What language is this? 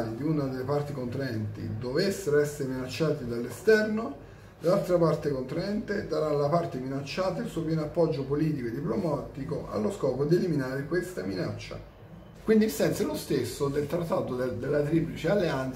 Italian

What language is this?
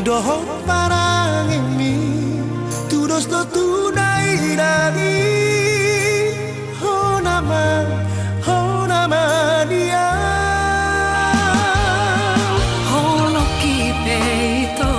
Batak Toba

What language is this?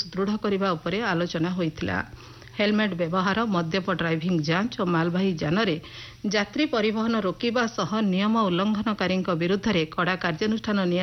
Odia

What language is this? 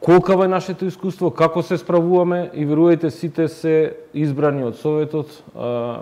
Macedonian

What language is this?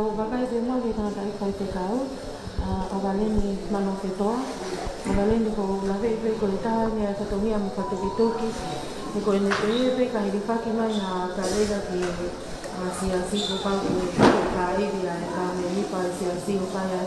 Tongan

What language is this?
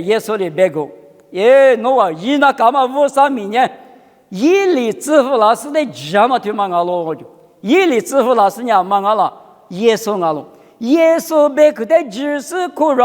Lisu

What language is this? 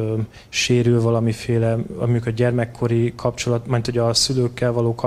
Hungarian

